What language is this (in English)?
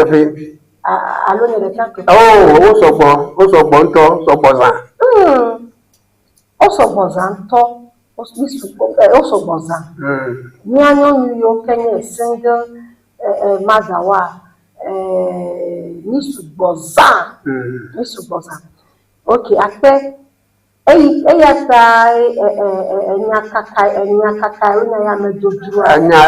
Ewe